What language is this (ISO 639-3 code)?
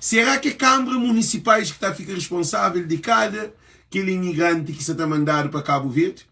kea